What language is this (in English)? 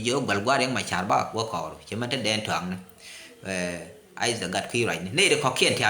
Nuer